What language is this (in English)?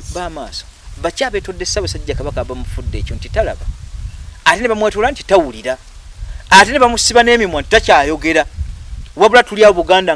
Ganda